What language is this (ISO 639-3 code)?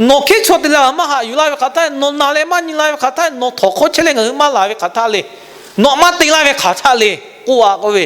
lhu